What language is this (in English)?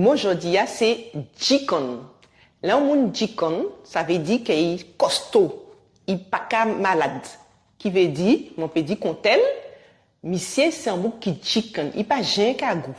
Guadeloupean Creole French